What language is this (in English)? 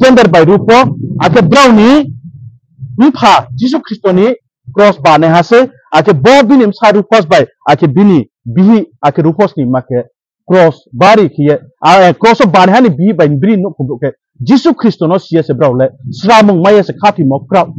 Riang (India)